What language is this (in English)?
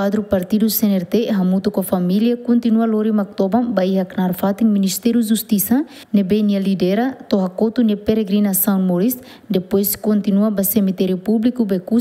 Tetum